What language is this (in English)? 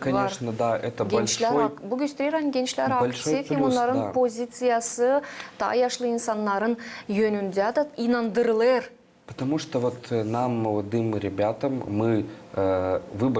Gagauz